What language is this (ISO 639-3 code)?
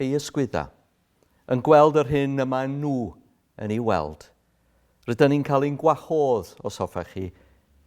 cym